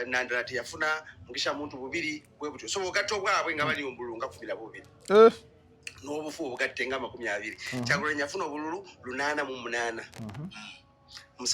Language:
Ganda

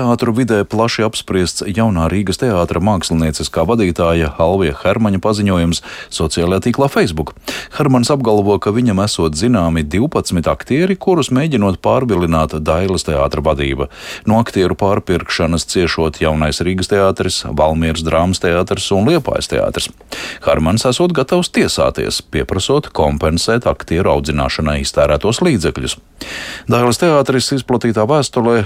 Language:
Latvian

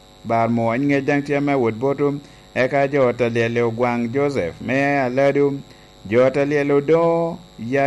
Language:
Lango (Uganda)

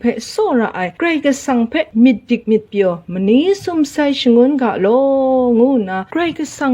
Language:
Kachin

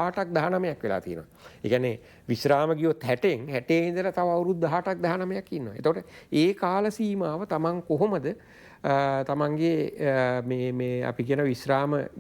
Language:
Sinhala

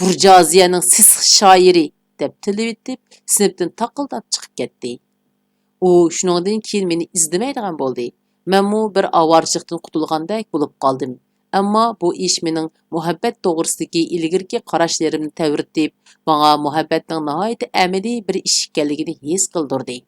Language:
Uyghur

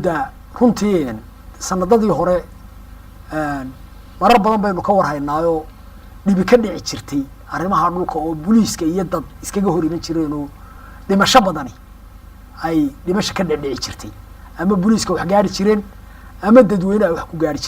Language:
Somali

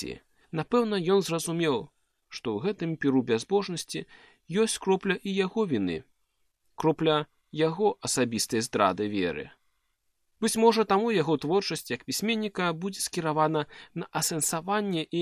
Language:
Belarusian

